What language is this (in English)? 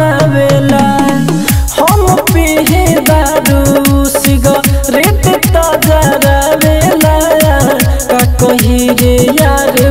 Bhojpuri